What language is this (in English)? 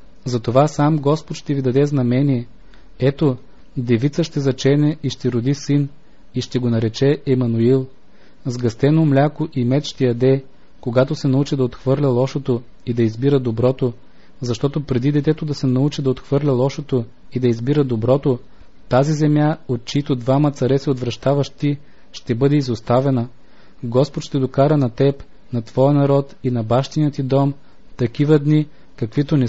Bulgarian